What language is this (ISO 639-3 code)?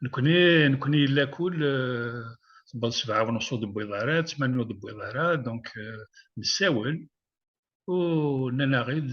kab